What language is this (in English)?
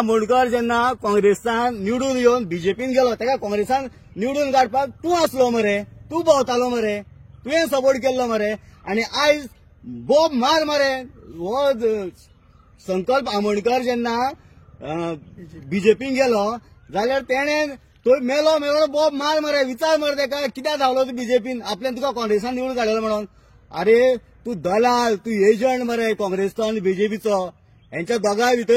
Konkani